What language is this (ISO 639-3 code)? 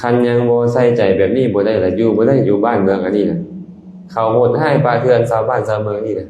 lao